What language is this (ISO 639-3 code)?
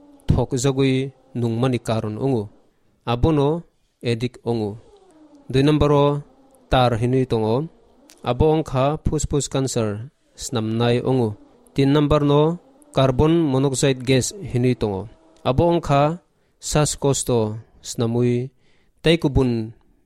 trp